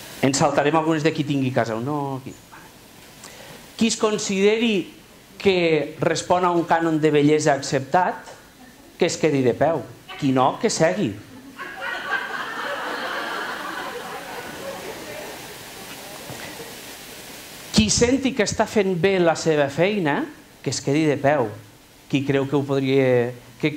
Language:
Catalan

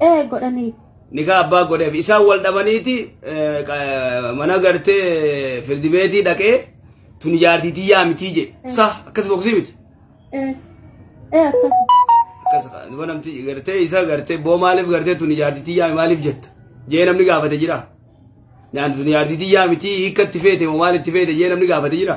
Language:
Oromo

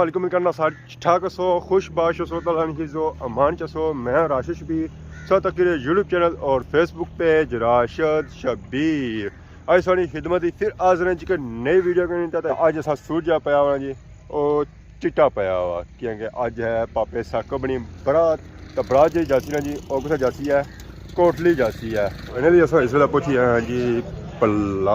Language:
Pahari-Potwari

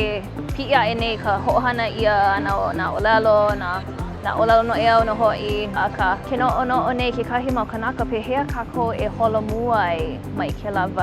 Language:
Hawaiian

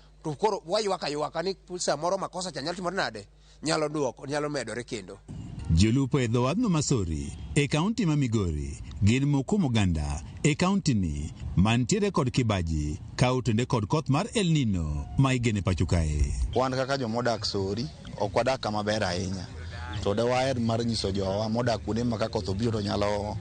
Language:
Luo (Kenya and Tanzania)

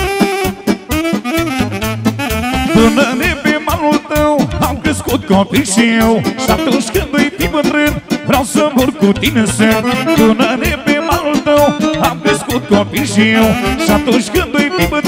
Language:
Romanian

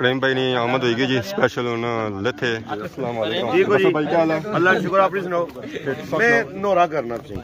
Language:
Pahari-Potwari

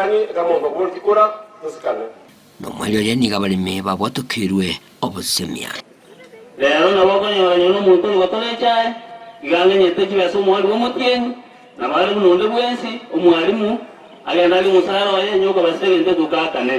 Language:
Gusii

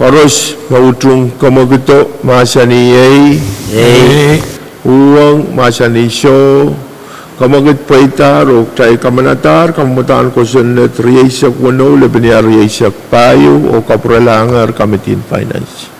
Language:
Pohnpeian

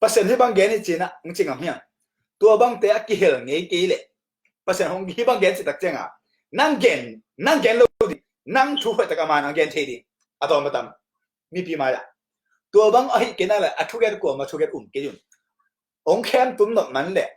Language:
Tedim Chin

